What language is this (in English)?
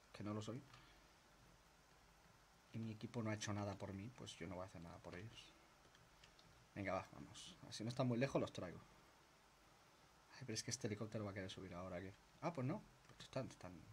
Spanish